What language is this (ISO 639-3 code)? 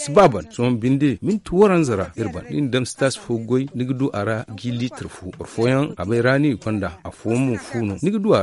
dje